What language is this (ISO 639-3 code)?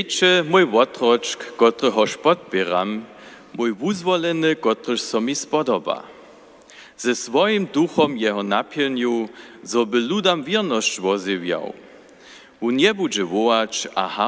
hsb